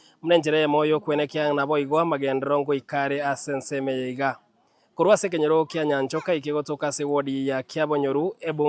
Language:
Gusii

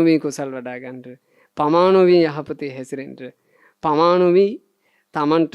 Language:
Sinhala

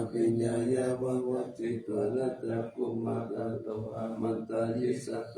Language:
Pali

